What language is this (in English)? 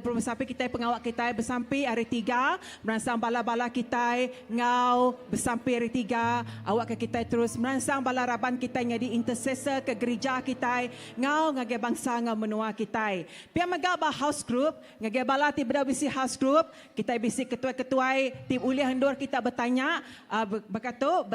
Iban